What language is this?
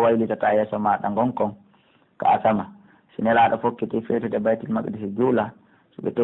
Pular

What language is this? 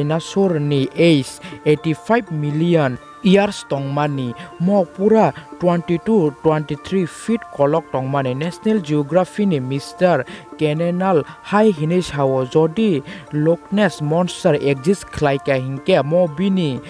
Kok Borok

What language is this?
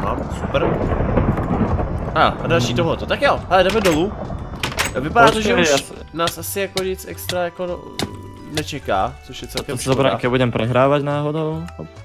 Czech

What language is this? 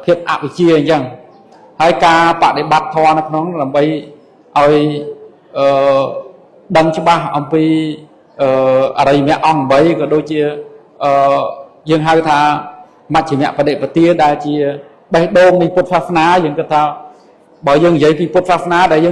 Khmer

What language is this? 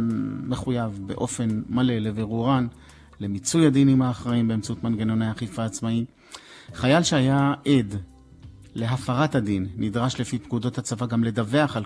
Hebrew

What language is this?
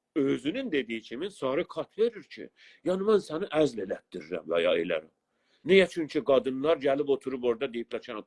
South Azerbaijani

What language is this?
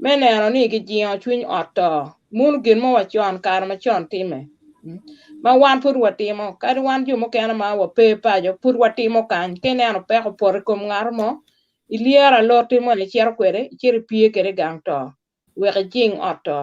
Acoli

